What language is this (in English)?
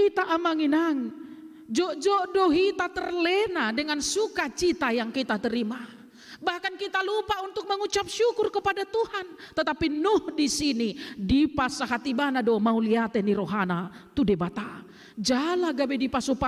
Batak Toba